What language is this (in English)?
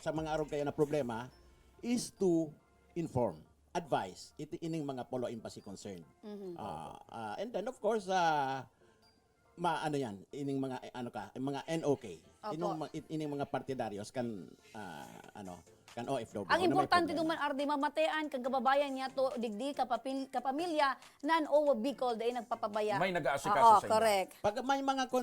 Bikol